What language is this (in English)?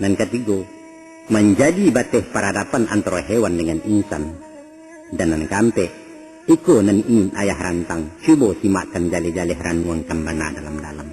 Minangkabau